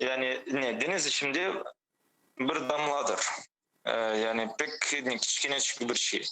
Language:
Crimean Tatar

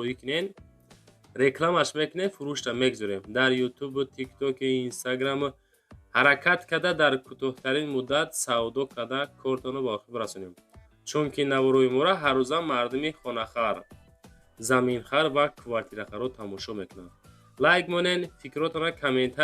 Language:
Tajik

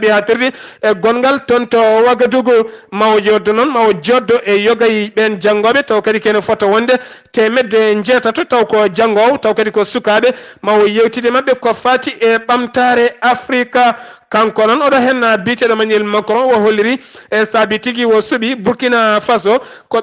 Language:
Fula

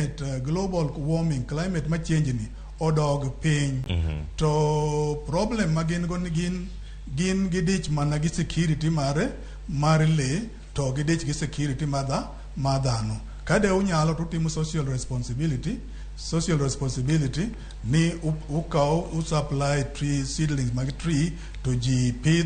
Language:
Luo (Kenya and Tanzania)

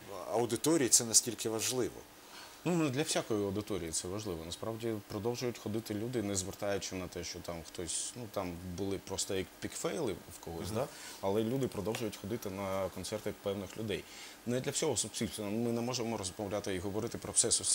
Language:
Ukrainian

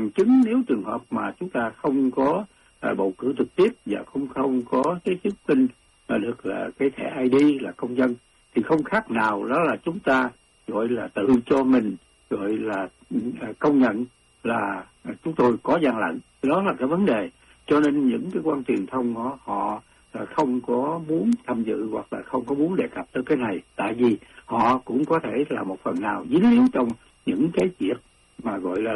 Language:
Vietnamese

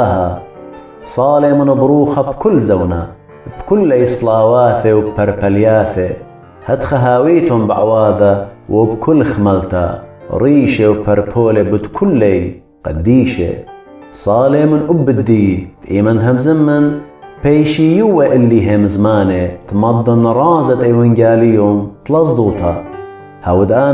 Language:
Assyrian Neo-Aramaic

